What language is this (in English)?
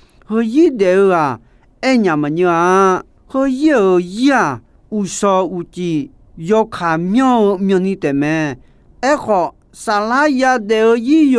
Akha